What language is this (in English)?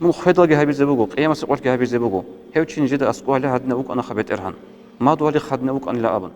Avaric